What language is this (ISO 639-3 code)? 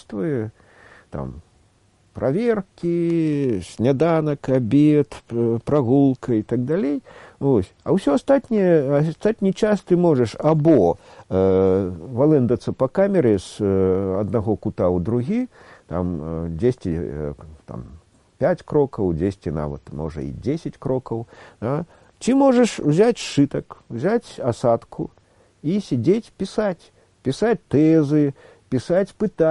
bel